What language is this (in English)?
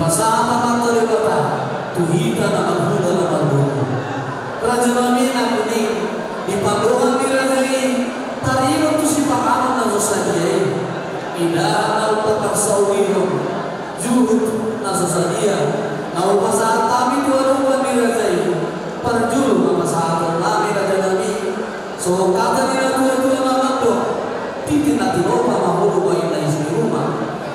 Batak Toba